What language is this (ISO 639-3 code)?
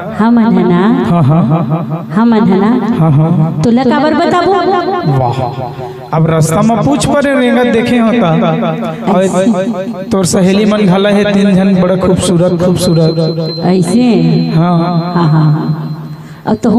hne